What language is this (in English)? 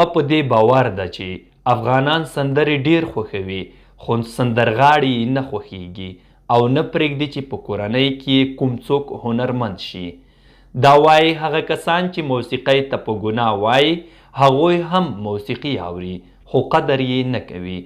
Pashto